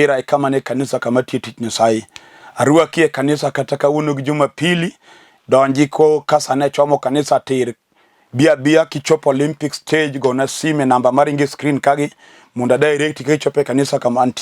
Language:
Luo (Kenya and Tanzania)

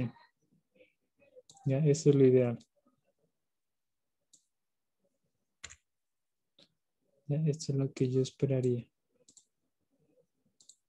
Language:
Spanish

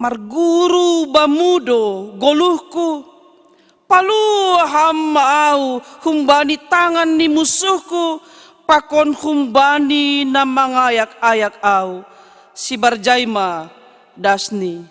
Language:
Batak Simalungun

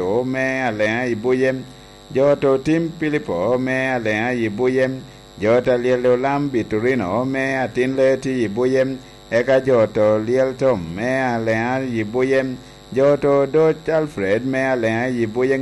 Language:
Lango (Uganda)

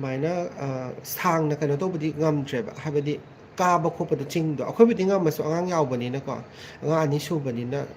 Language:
Manipuri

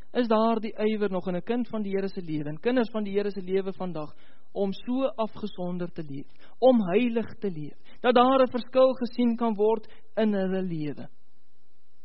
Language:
Afrikaans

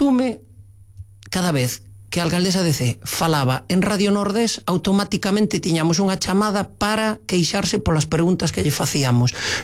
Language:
Galician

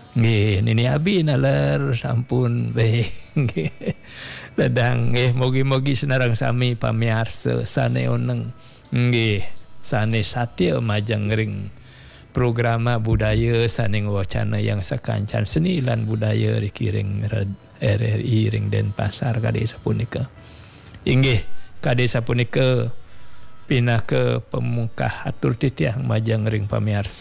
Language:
Balinese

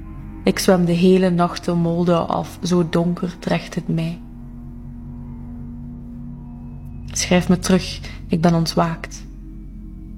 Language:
Dutch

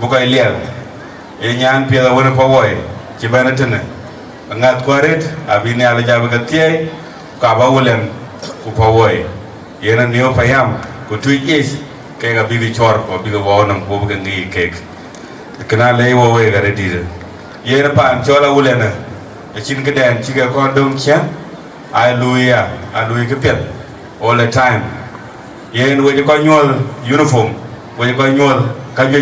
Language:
Dinka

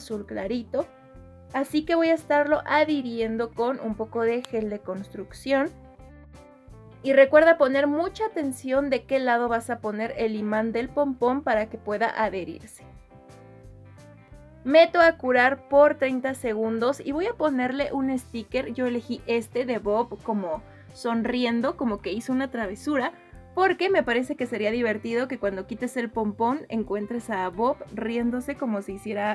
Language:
Spanish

